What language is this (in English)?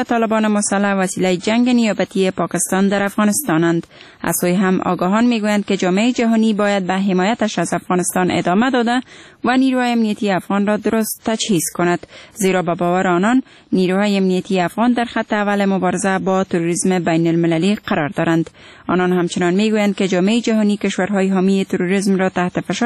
Persian